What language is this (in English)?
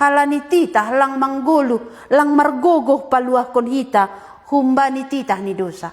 Batak Simalungun